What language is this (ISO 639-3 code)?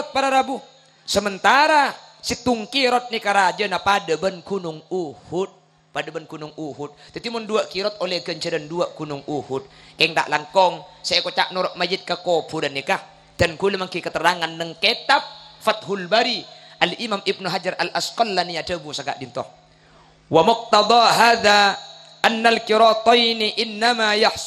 mad